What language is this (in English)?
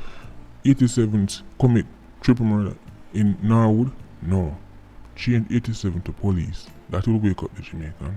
Jamaican Creole English